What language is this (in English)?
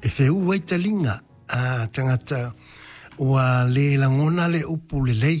Samoan